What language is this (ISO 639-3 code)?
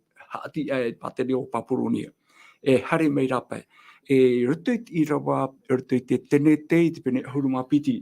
tah